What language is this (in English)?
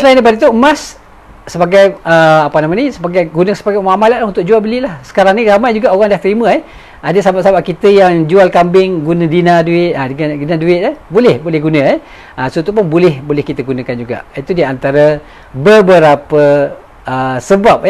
Malay